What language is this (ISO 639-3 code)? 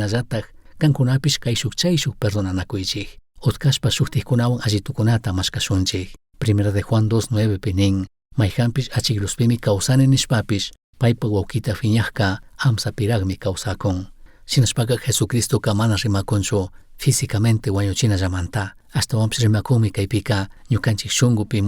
qug